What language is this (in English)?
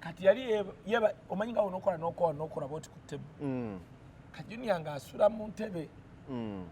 Ganda